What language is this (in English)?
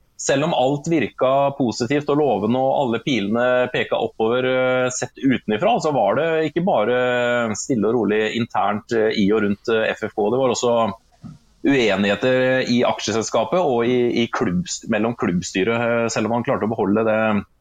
Norwegian